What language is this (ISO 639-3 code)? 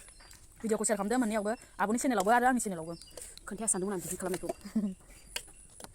brx